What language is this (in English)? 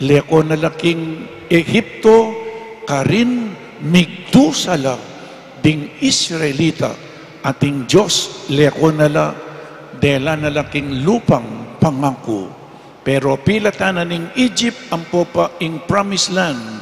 Pampanga